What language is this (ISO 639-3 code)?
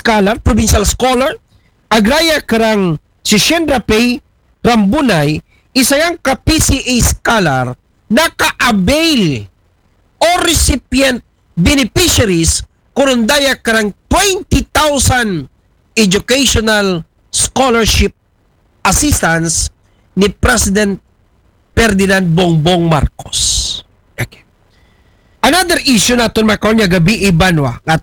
akl